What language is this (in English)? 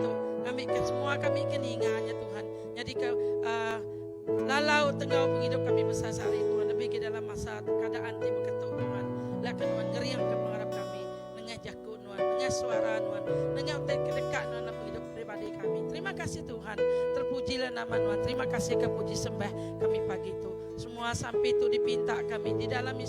Iban